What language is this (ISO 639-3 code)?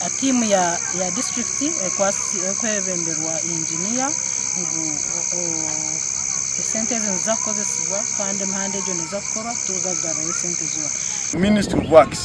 nyn